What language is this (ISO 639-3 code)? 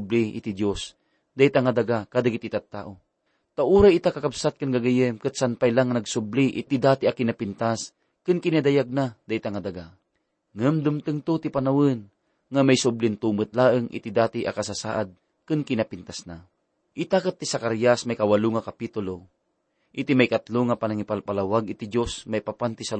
ilo